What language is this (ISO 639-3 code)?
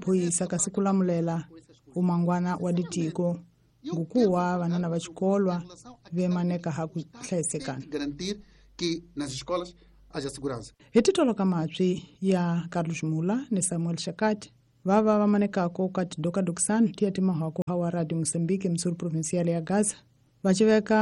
tso